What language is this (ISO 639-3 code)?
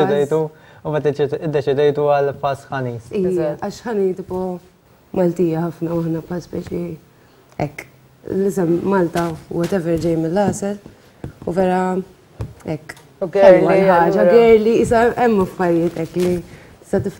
mlt